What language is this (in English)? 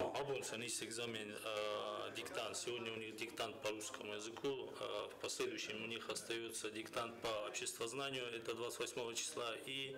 Ossetic